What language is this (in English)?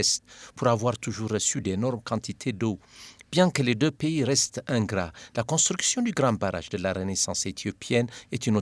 French